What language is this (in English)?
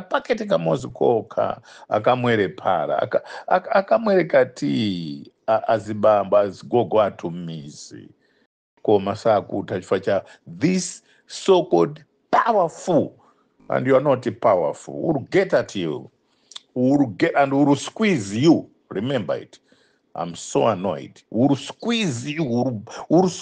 Nyanja